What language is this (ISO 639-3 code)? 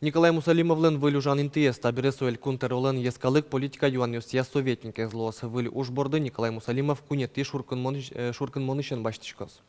udm